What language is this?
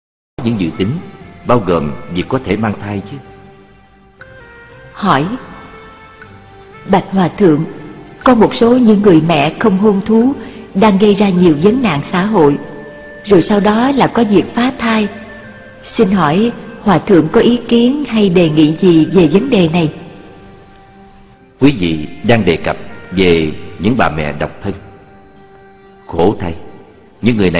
Vietnamese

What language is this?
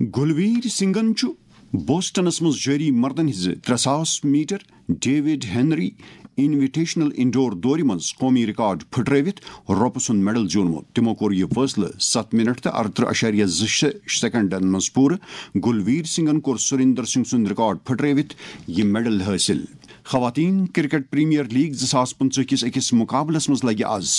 Kashmiri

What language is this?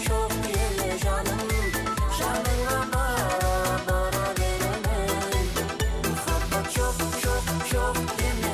Kara-Kalpak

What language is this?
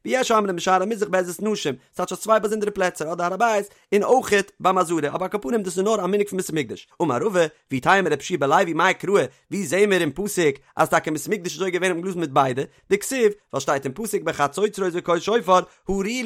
Yiddish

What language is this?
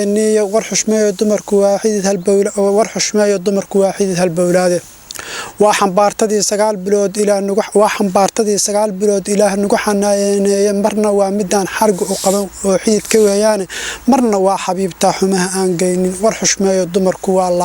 Somali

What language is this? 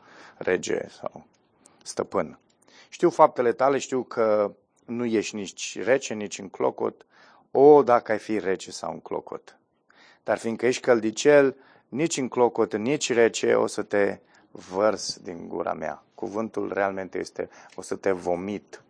Romanian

